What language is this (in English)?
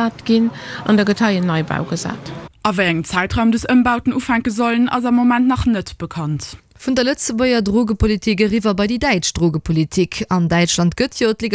Luxembourgish